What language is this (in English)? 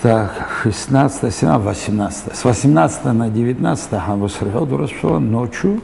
Abkhazian